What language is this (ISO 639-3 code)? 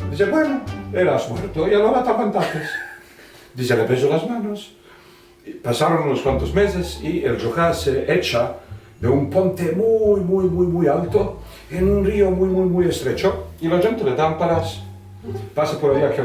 lad